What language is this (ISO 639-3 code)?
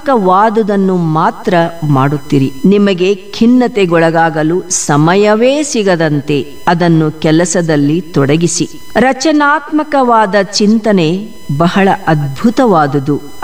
kan